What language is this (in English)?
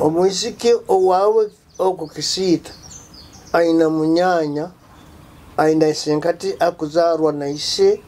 Nyoro